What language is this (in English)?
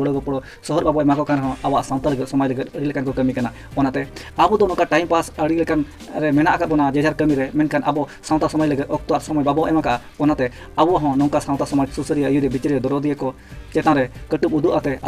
Santali